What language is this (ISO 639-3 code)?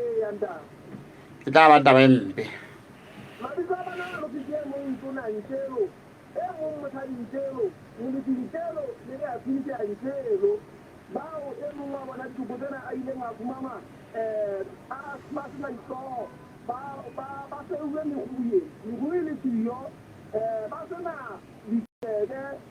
sot